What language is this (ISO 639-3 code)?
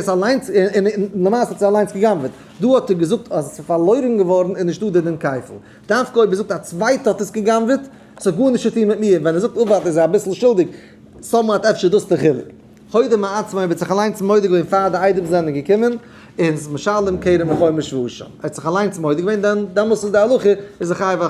yid